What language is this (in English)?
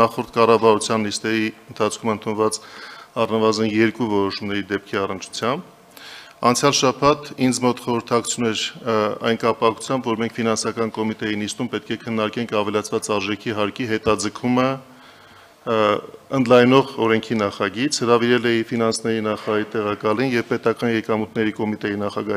Armenian